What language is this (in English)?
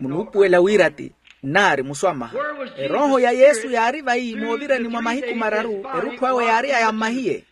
Makhuwa